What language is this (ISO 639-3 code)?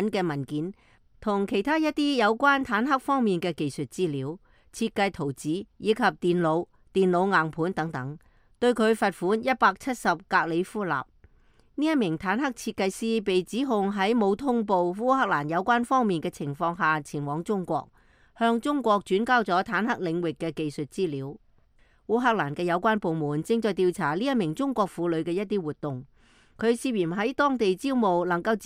yue